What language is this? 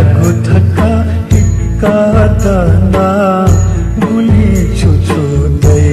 Newari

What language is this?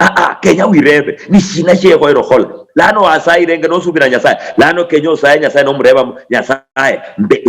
Luyia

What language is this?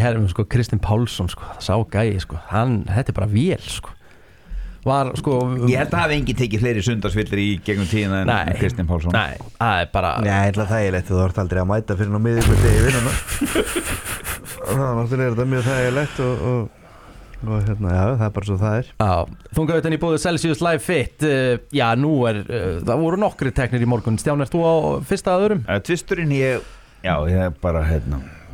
Icelandic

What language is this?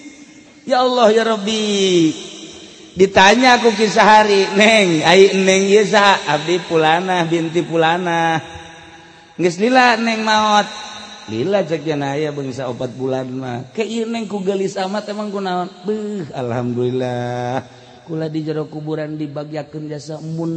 Sundanese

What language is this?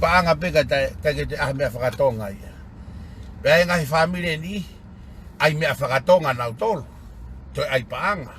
Tongan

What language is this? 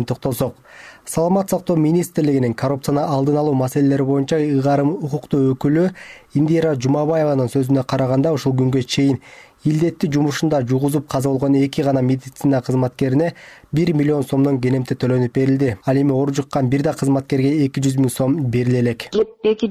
Kyrgyz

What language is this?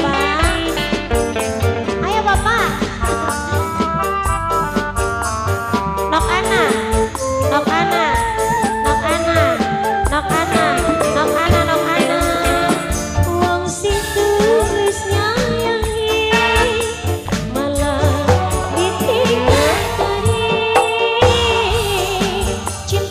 Javanese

